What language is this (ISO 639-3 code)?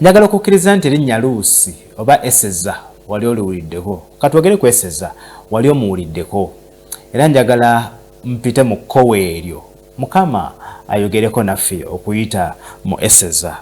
lug